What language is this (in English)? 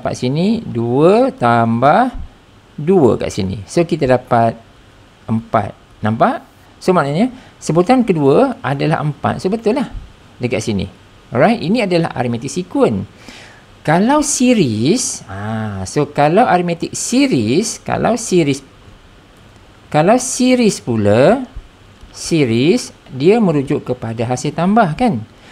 Malay